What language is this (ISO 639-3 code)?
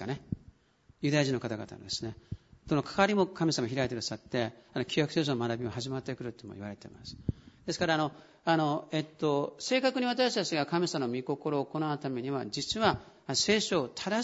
jpn